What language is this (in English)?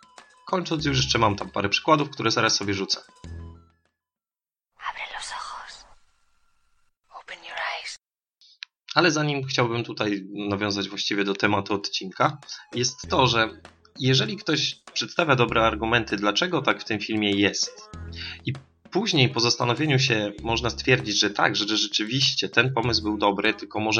Polish